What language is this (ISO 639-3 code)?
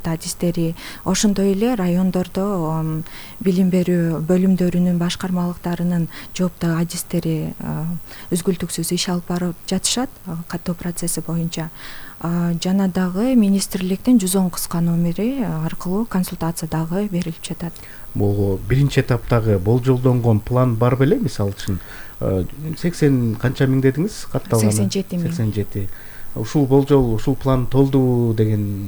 kir